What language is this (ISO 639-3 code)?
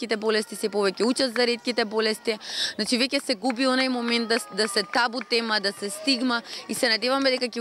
mkd